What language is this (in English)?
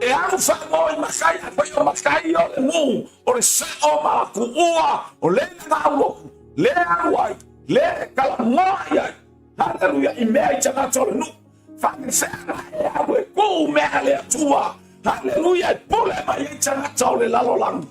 Samoan